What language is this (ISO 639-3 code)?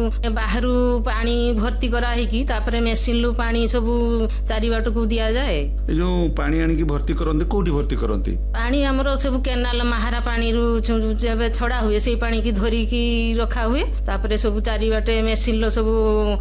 ori